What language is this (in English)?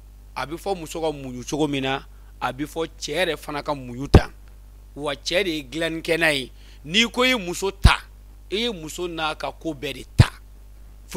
Bambara